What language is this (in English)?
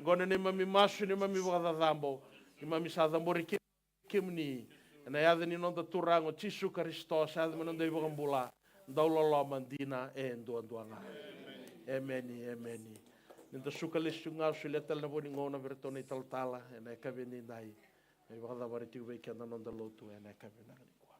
Fijian